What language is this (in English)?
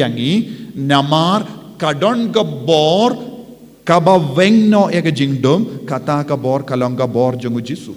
Khasi